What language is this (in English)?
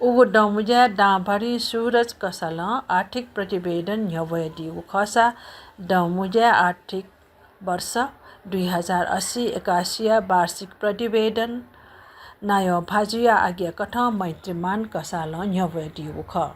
Newari